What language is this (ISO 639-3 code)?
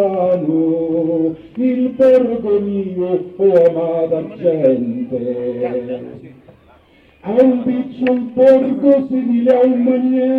ita